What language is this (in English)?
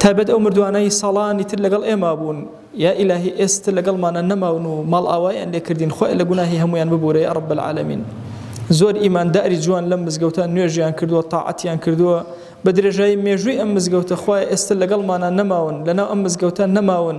Central Kurdish